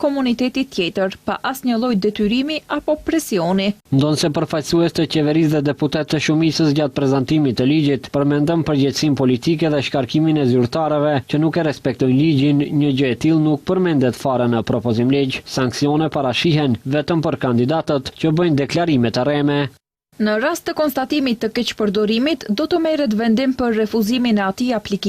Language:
Albanian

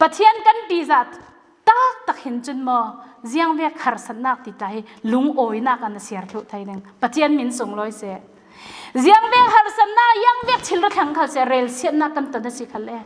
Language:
Falam Chin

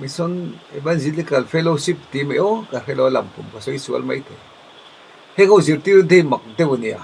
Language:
Mizo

